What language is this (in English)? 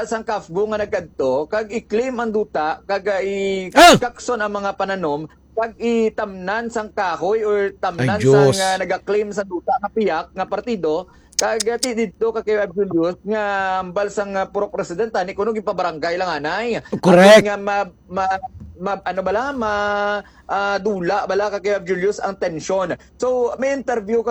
Hiligaynon